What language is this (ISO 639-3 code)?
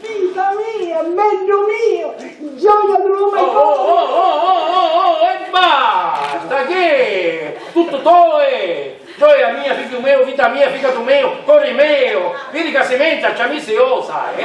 scn